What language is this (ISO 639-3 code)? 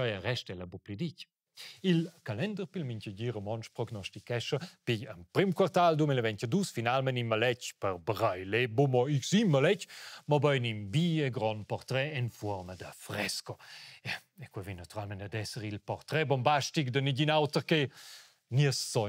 roh